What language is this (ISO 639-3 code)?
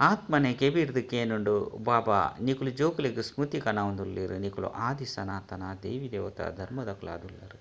tcy